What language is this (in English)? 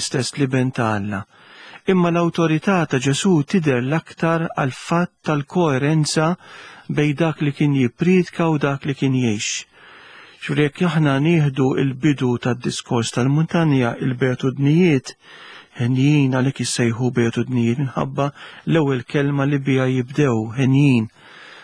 Maltese